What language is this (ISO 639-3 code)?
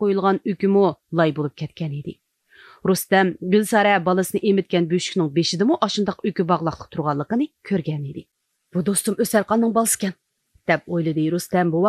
uig